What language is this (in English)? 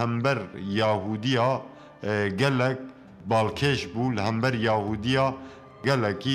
Kurdish